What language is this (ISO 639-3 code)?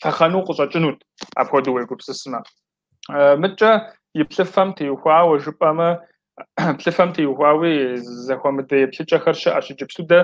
kbd